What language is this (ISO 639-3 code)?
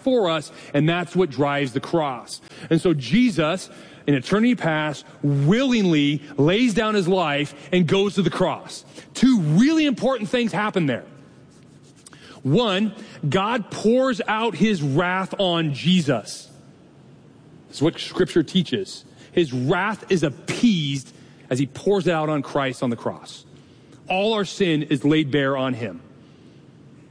eng